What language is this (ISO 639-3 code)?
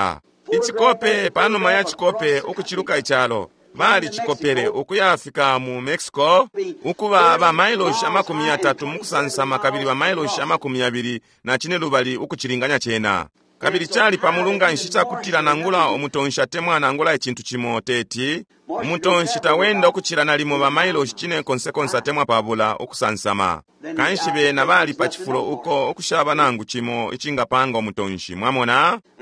bem